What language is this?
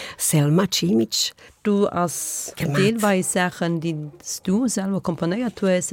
Luxembourgish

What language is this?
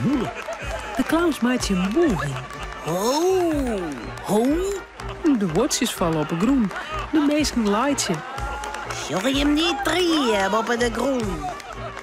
Western Frisian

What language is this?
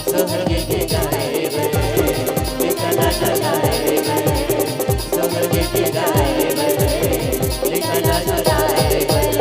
Chhattisgarhi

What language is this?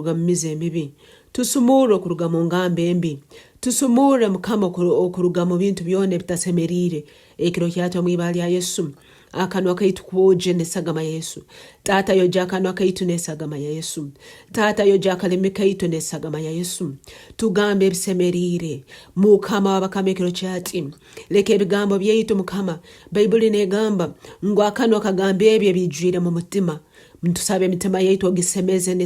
Tooro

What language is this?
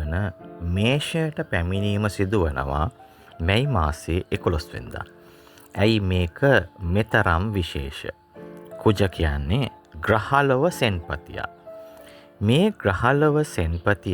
Sinhala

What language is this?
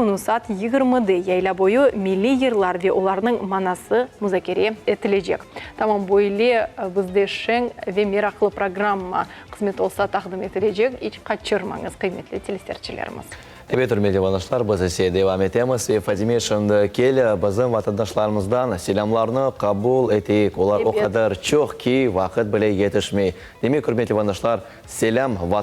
Crimean Tatar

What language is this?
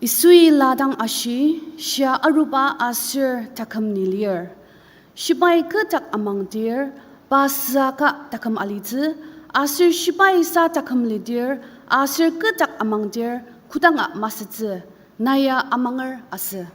Ao Naga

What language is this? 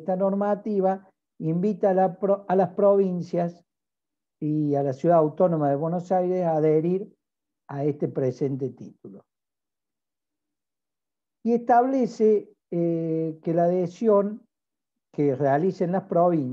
Spanish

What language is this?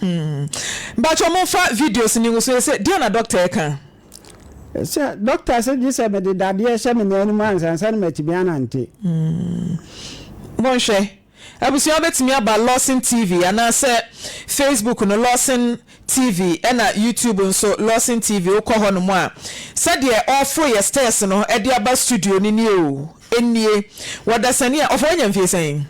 Akan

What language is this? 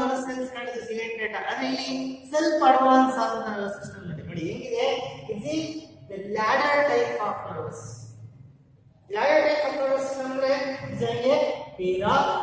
Kannada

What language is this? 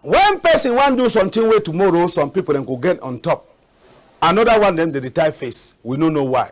Cameroon Pidgin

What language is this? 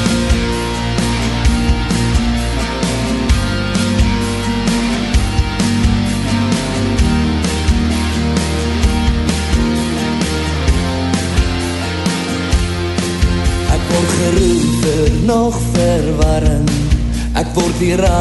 Afrikaans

